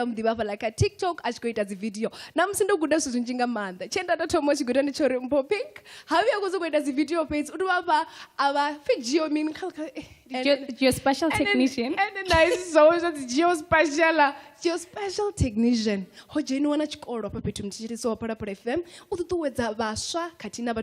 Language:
Venda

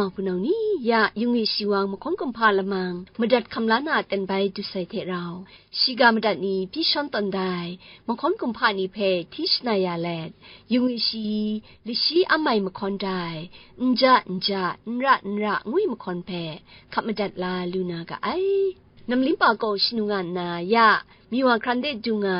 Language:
Kachin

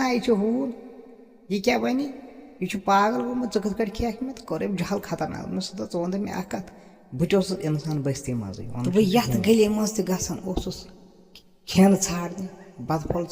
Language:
Kashmiri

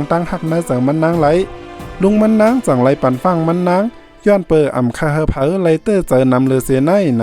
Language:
Shan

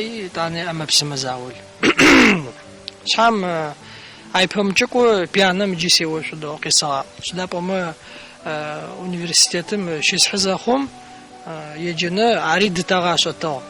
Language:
Adyghe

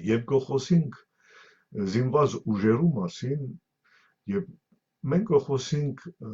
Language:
Western Armenian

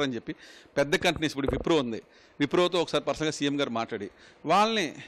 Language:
Telugu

